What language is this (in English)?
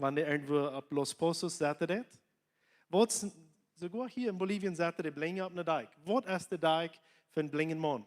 Plautdietsch